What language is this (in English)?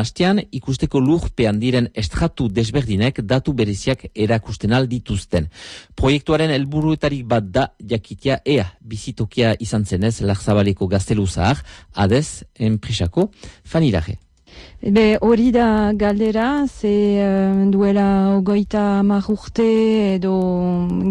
Basque